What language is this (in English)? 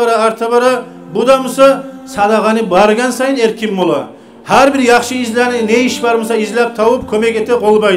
Kumyk